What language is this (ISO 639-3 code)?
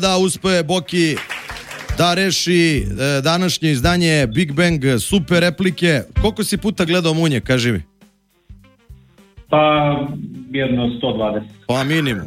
srp